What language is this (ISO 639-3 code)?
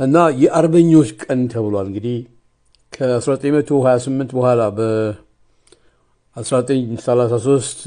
amh